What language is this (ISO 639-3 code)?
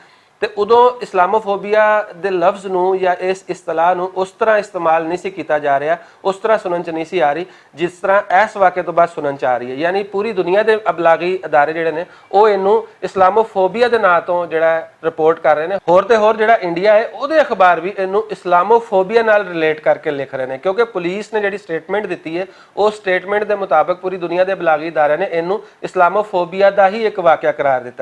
lah